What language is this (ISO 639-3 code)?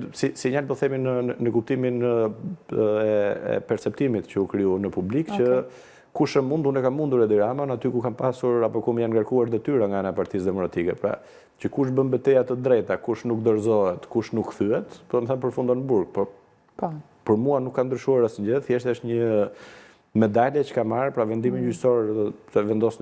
sqi